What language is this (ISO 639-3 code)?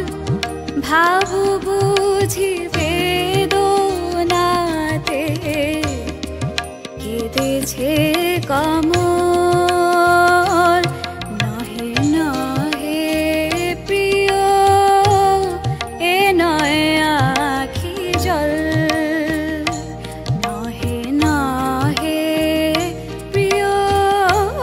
ben